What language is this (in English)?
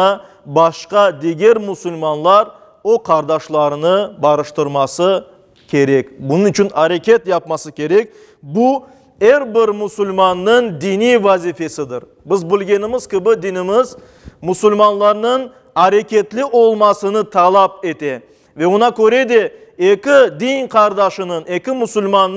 Crimean Tatar